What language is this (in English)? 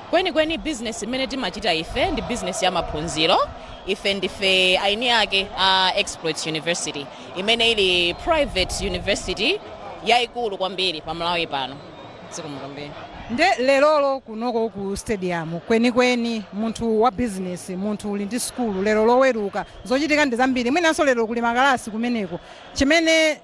Nyanja